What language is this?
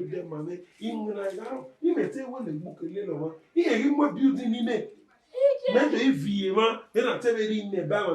Bini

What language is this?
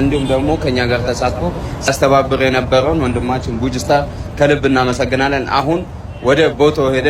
Amharic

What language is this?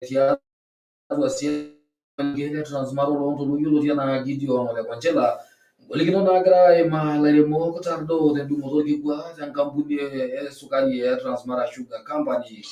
Masai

